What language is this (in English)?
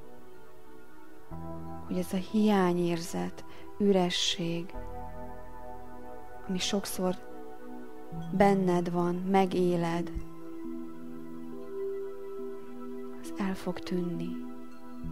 Hungarian